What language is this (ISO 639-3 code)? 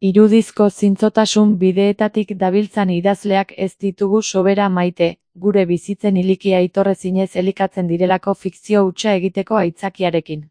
eus